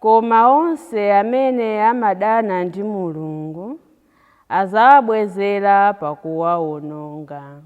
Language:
Nyanja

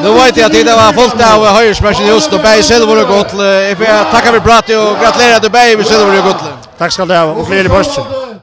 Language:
Faroese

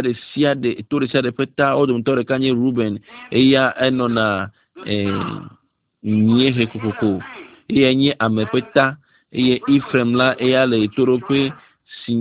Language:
Ewe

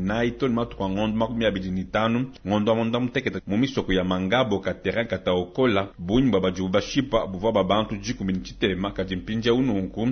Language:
Luba-Lulua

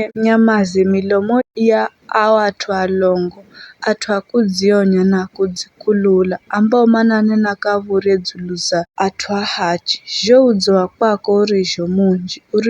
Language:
Giryama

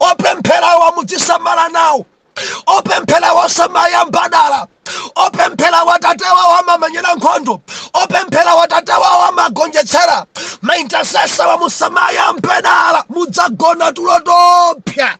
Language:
Nyanja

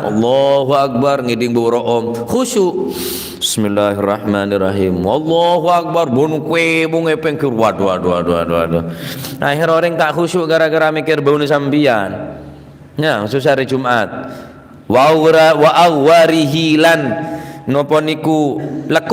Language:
Madurese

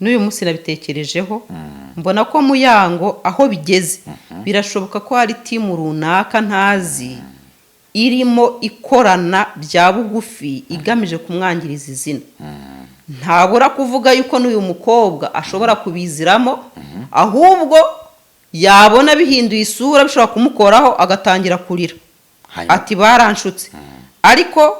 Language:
Kinyarwanda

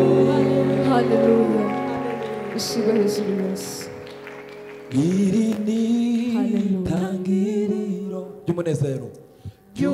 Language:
Kinyarwanda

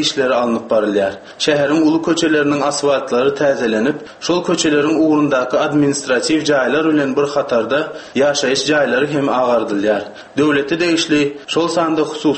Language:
Turkmen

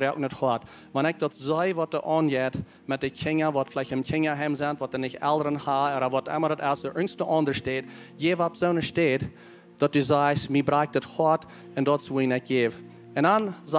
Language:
Plautdietsch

